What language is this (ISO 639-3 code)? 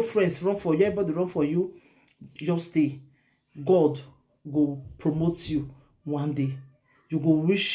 pcm